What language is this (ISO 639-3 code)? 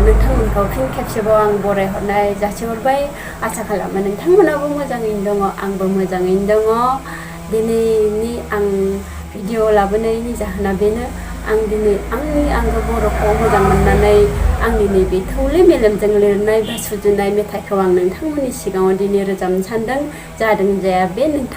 brx